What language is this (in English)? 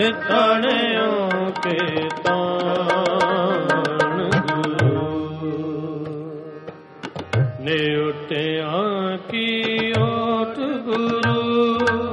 Punjabi